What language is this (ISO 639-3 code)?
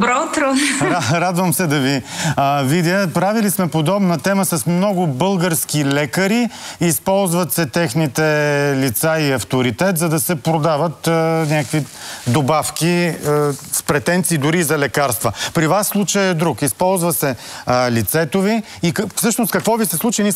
bul